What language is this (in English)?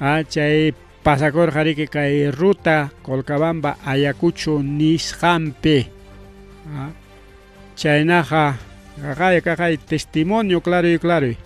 Ayacucho Quechua